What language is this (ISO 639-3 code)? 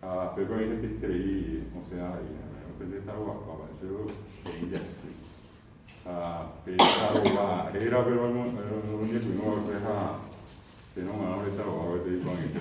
grn